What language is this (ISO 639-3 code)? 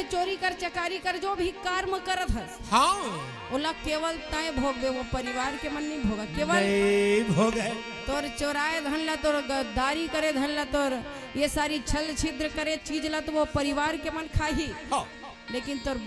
hne